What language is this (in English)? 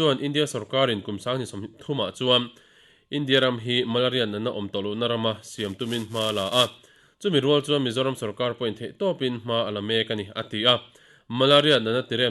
Mizo